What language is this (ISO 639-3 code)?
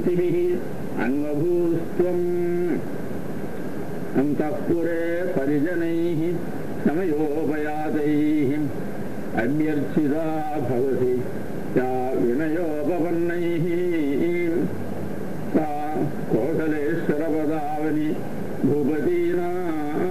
tam